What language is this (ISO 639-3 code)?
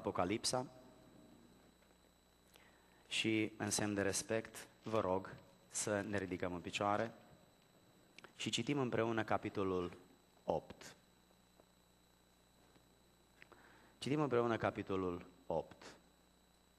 ron